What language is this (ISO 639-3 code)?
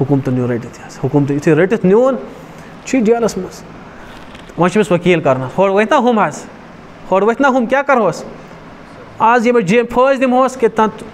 kas